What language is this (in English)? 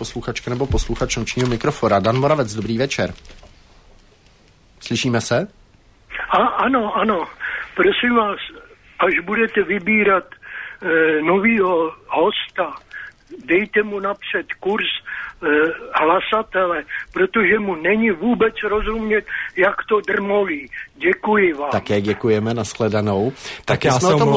Czech